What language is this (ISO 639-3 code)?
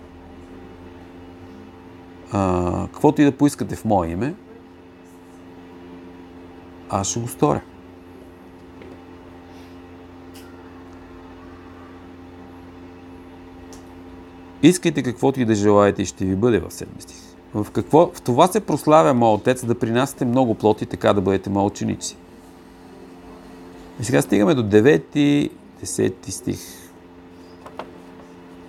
bul